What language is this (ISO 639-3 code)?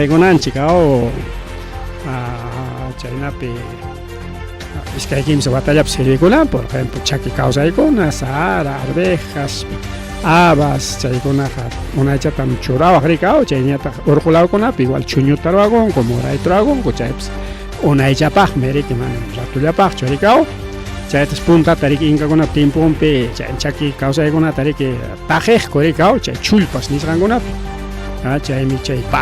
quy